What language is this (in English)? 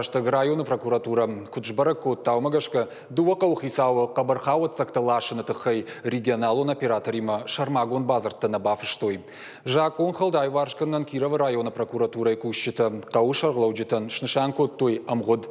Ossetic